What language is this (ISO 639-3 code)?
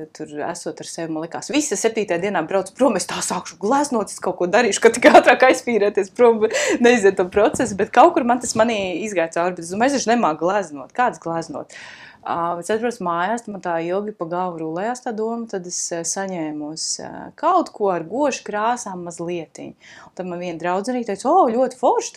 lav